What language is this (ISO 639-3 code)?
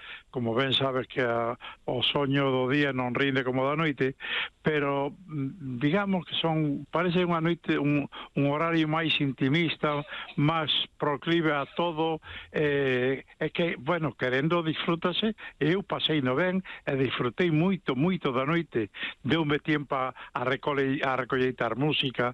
glg